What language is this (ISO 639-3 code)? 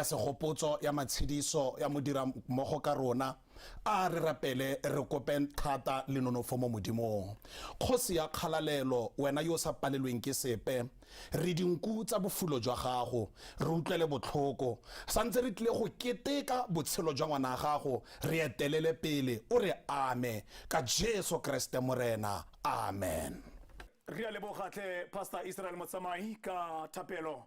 tsn